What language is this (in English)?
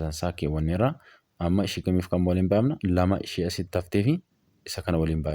Oromo